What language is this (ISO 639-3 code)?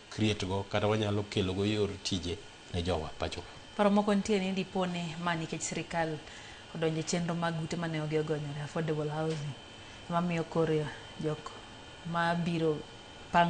luo